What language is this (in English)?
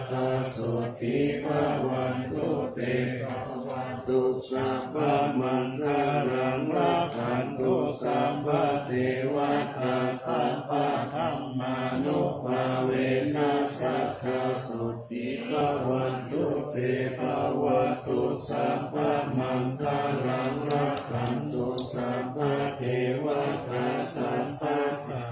Pali